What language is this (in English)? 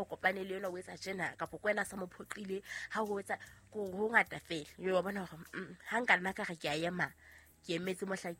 Southern Sotho